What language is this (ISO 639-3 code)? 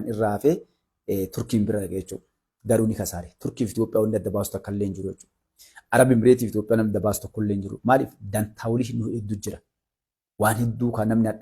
orm